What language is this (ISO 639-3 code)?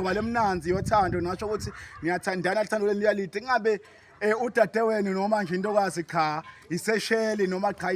zul